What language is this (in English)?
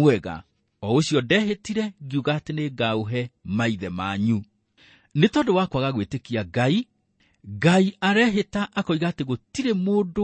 Kikuyu